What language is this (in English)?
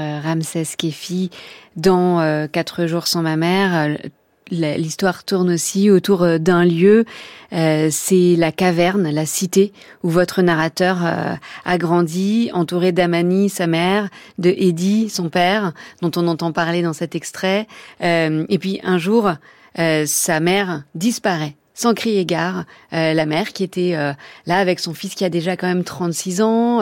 French